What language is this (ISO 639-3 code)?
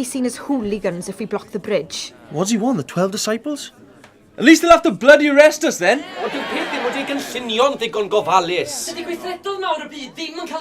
cym